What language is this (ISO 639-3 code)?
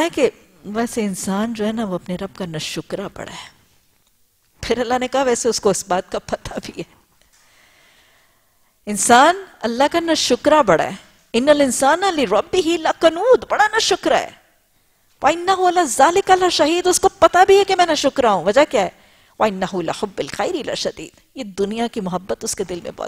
urd